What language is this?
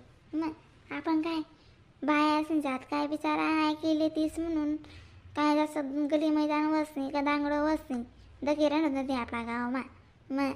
Khandesi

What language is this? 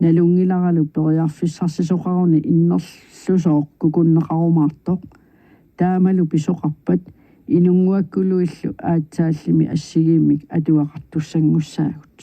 Kalaallisut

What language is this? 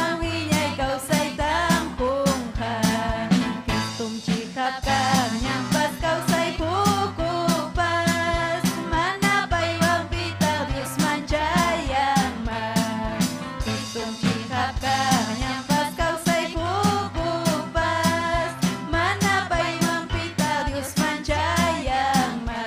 Ayacucho Quechua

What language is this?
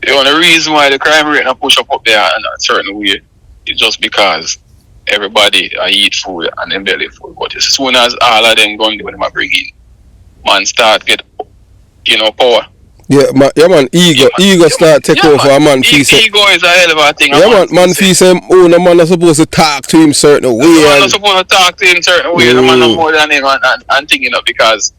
Jamaican Creole English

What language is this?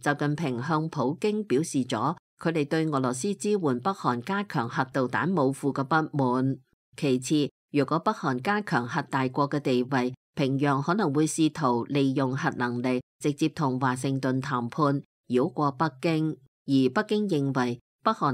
Cantonese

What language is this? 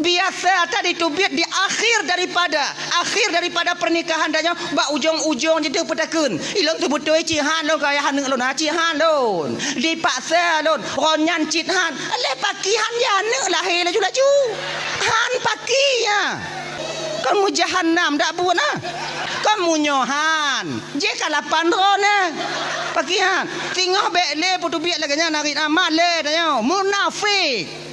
Achinese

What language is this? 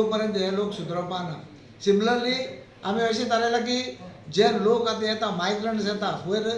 Konkani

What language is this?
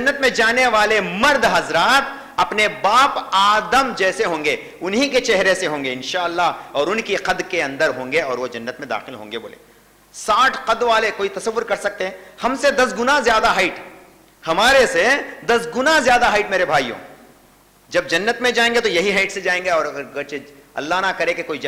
Urdu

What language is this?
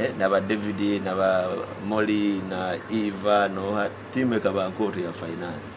Nyoro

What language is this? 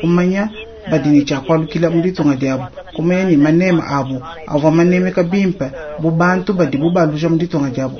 Luba-Lulua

